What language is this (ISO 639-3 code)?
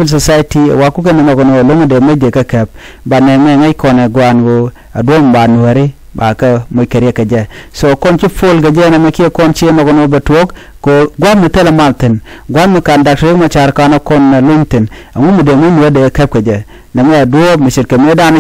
nus